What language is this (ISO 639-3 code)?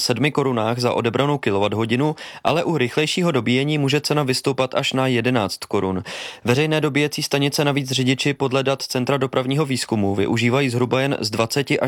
ces